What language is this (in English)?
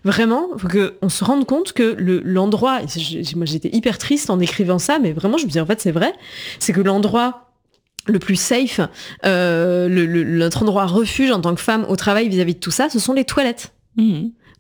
French